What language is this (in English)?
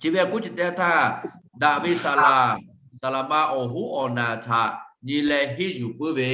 Lahu